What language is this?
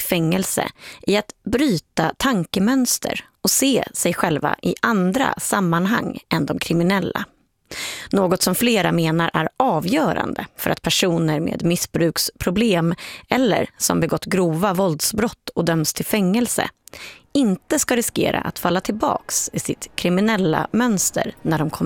Swedish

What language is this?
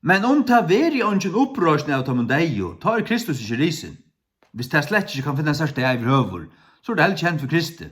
Faroese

